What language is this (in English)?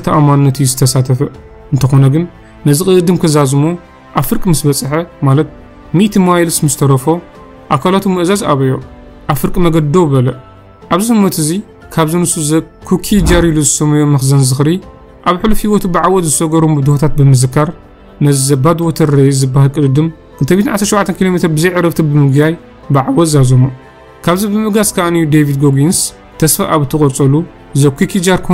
Tigrinya